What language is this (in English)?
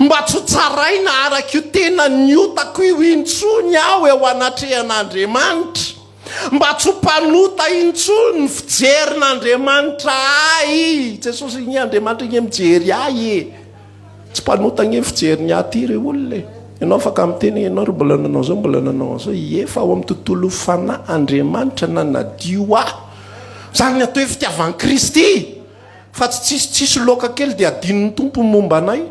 Malagasy